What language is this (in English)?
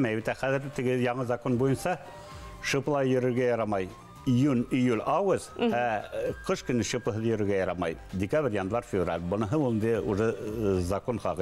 Bashkir